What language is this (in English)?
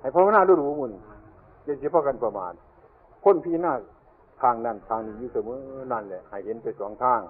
Northeastern Thai